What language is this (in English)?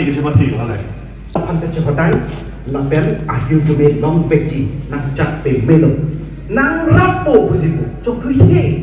Karbi